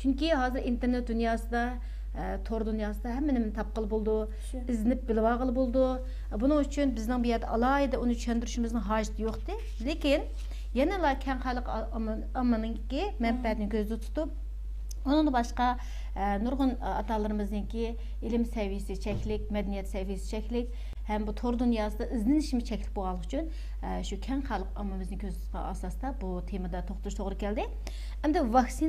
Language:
Uyghur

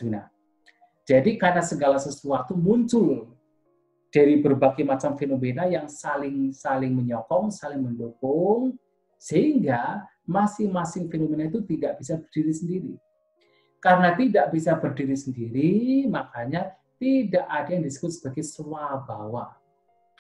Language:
Indonesian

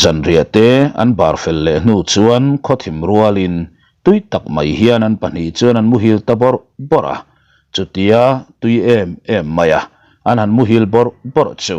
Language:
Mizo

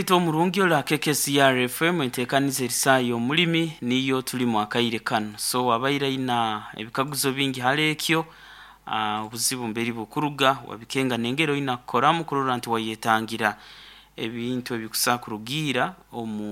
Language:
Nyoro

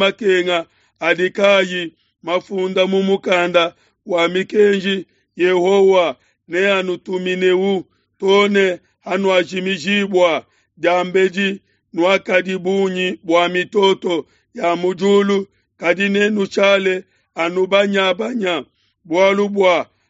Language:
Luba-Lulua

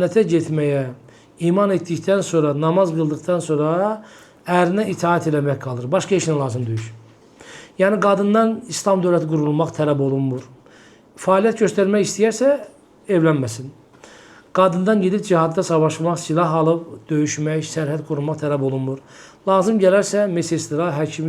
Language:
Azerbaijani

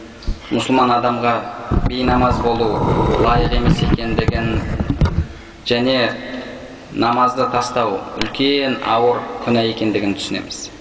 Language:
Kazakh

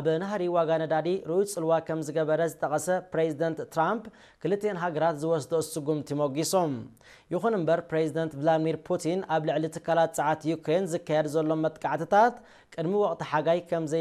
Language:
Tigrinya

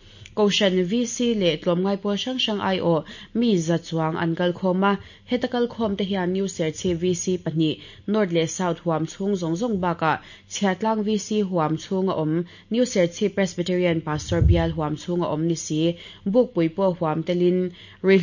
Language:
Mizo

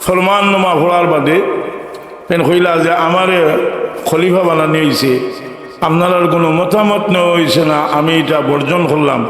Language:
Sylheti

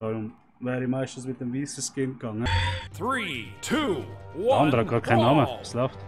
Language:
Swiss German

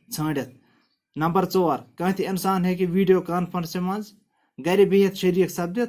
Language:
Kashmiri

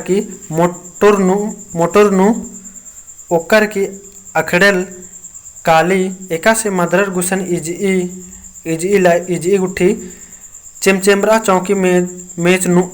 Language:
Kurukh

